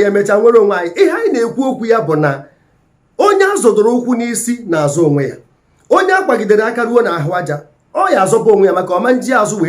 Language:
Igbo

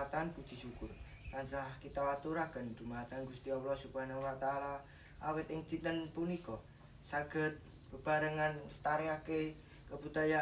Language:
Javanese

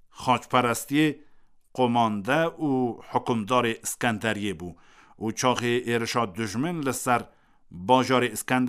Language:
Kurdish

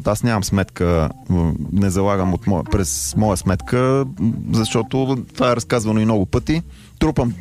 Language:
Bulgarian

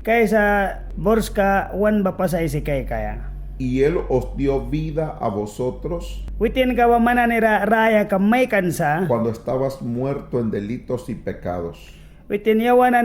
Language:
Mískito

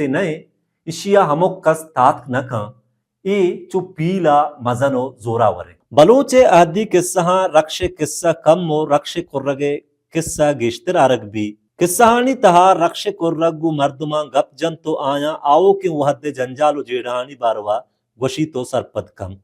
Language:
Baluchi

